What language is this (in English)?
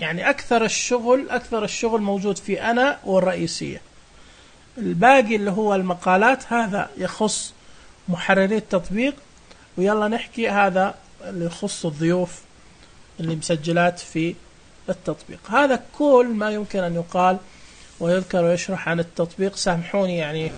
Najdi Arabic